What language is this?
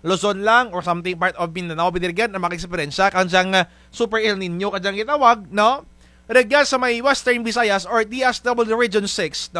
Kinaray-a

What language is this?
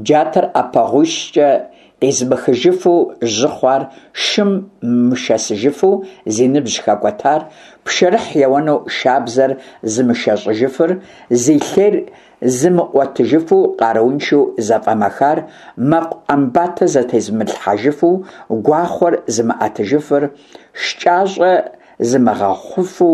Kabardian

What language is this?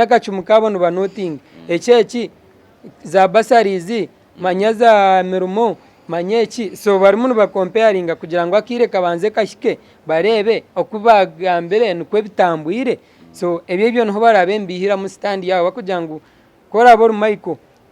Nyankole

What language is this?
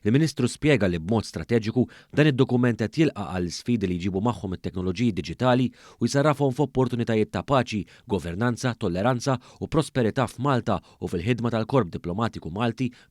Maltese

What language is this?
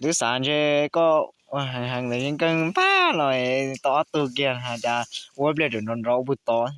Hmong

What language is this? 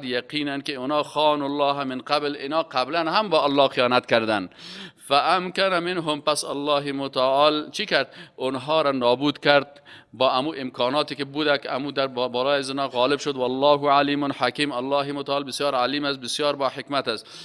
Persian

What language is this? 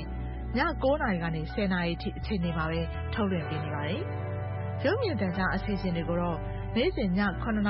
Burmese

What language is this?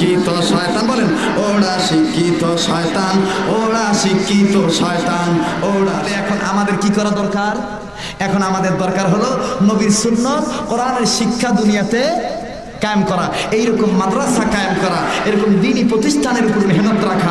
Bangla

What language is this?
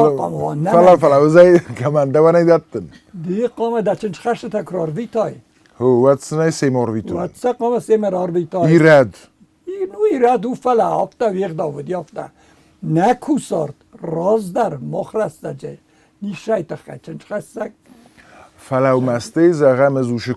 Ossetic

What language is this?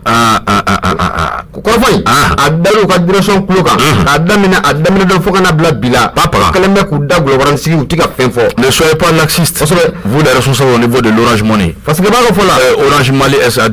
Bambara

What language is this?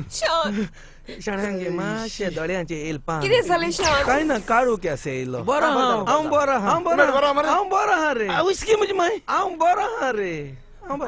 Konkani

